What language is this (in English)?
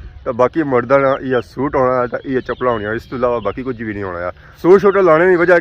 Pahari-Potwari